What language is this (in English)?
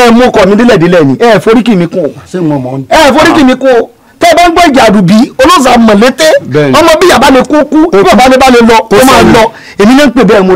Yoruba